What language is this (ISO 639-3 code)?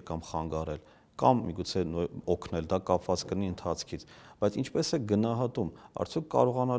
hye